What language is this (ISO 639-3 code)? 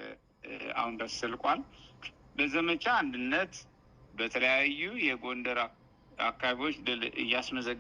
amh